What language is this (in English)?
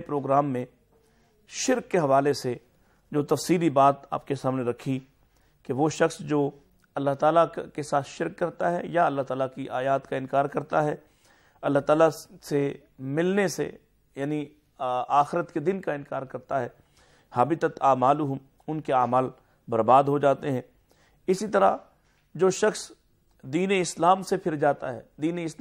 Urdu